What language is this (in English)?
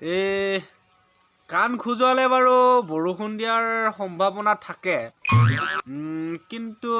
Assamese